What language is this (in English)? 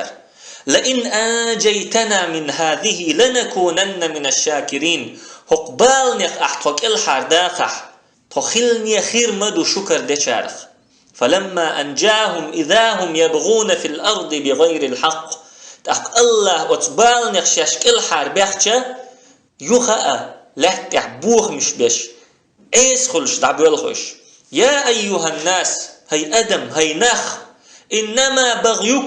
Chechen